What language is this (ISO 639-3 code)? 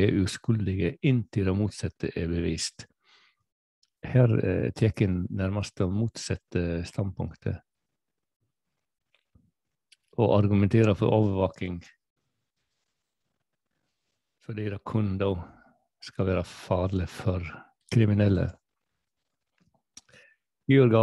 nor